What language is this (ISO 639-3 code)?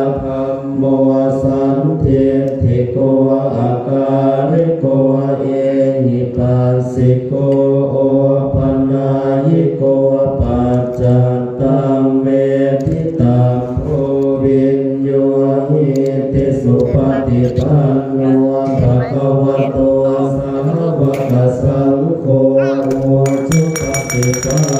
pli